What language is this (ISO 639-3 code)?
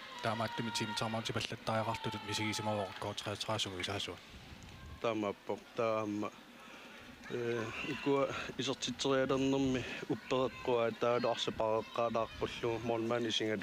kal